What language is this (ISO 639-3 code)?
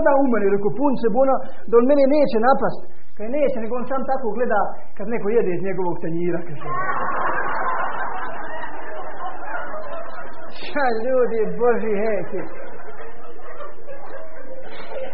hrv